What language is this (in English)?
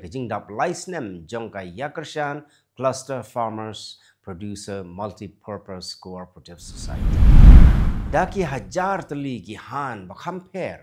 Khasi